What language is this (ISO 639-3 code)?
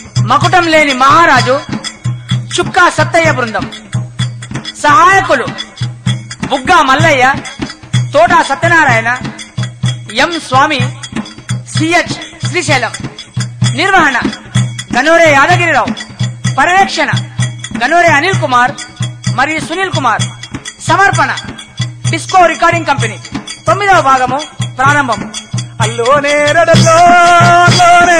tel